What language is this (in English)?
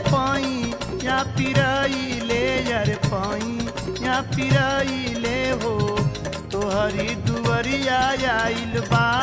Bhojpuri